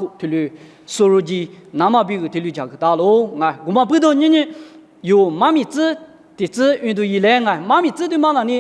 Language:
Lisu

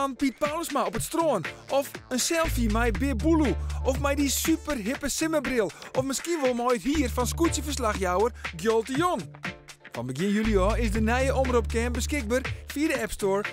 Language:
Western Frisian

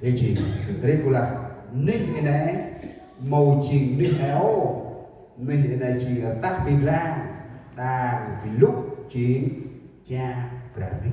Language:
Central Mnong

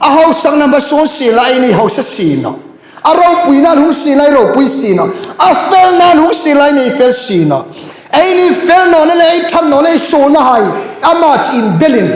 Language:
Hmar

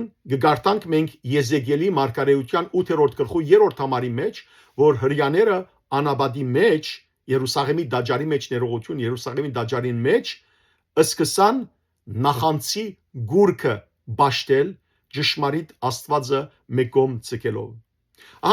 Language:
Western Armenian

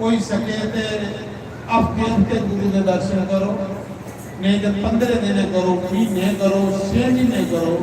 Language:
Dogri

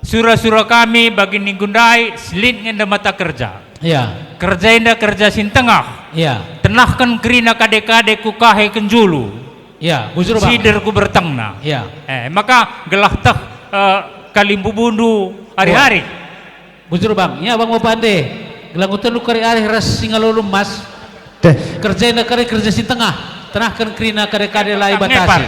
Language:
Batak Karo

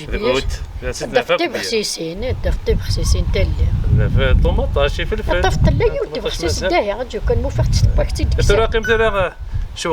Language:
Kabyle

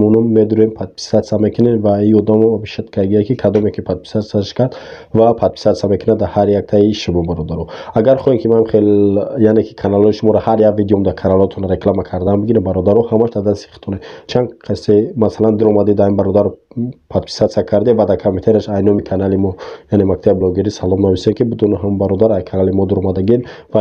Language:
Tajik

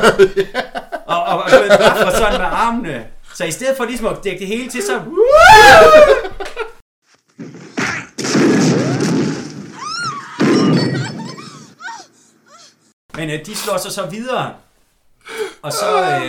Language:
Danish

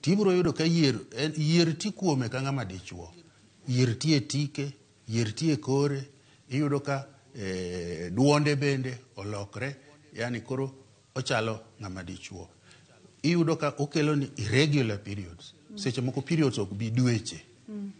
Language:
Luo (Kenya and Tanzania)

